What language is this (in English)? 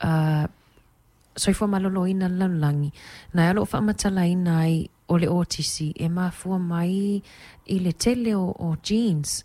Samoan